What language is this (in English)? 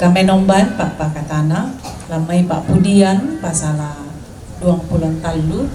Toraja-Sa'dan